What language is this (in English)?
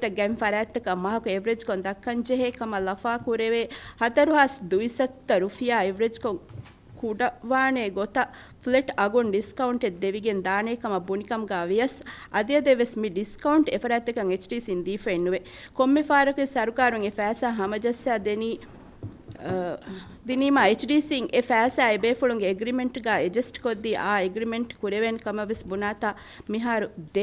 Divehi